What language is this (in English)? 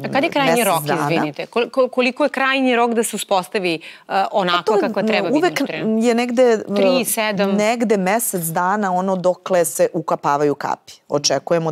Serbian